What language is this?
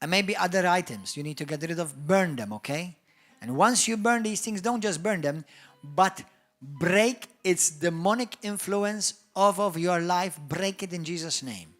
English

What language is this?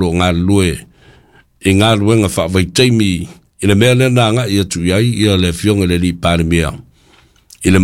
Samoan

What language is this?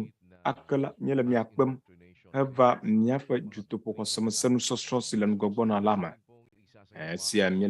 Ewe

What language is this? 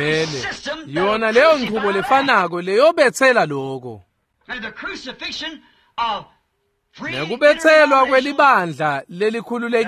Swati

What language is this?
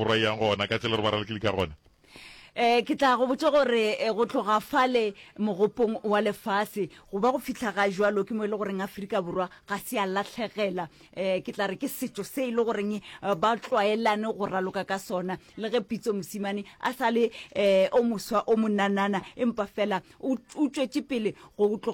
Northern Sotho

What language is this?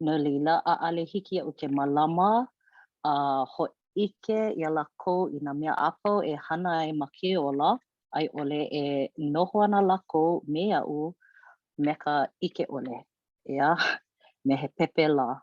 Hawaiian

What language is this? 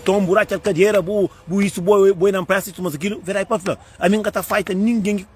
Kabuverdianu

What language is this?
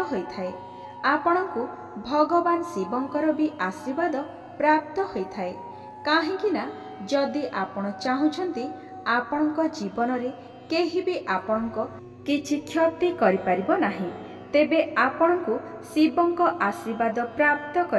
Odia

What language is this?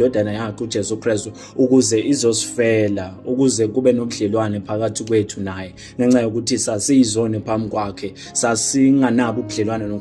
Zulu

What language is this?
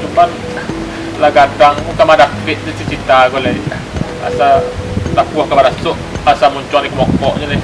Minangkabau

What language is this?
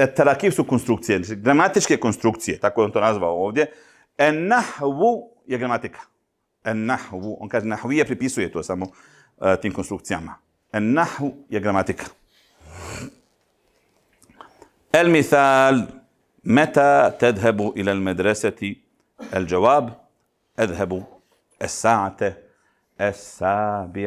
Bosnian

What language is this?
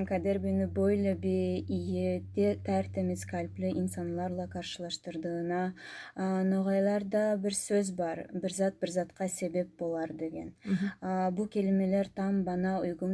Nogai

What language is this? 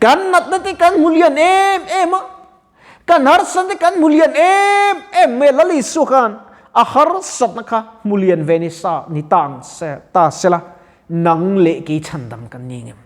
Mizo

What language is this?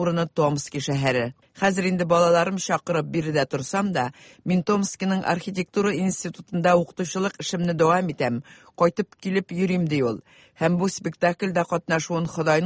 Tatar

